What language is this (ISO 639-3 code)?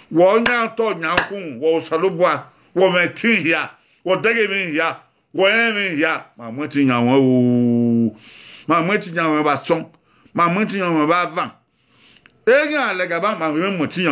bin